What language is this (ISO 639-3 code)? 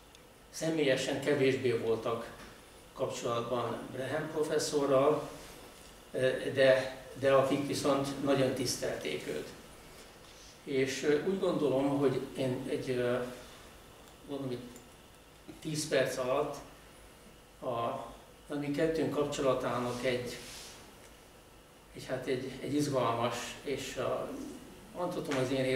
hun